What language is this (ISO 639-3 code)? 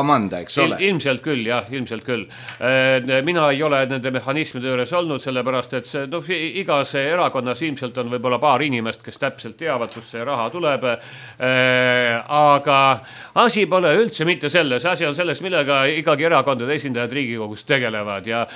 est